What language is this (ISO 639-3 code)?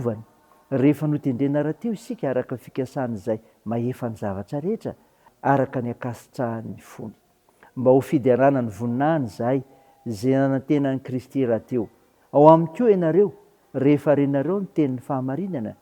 mlg